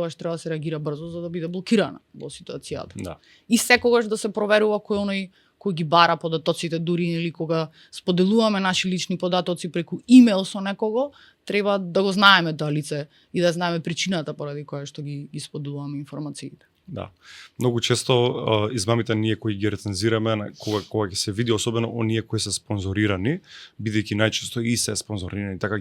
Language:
Macedonian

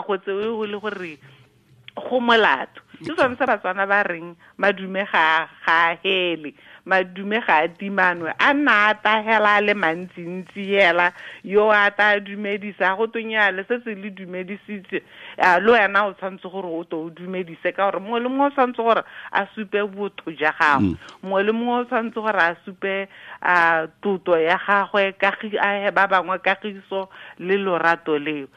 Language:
Tswana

